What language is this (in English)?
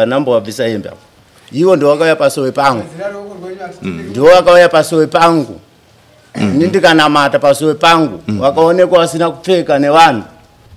Shona